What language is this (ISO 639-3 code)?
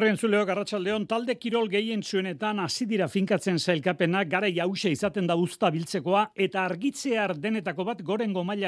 eus